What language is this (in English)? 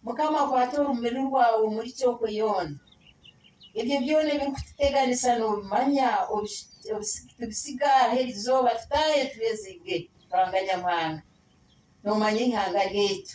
Nyankole